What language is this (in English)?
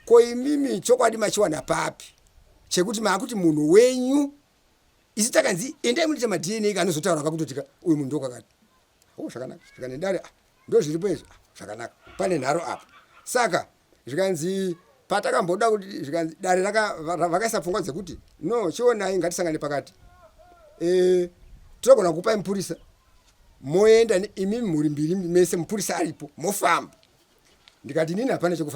Shona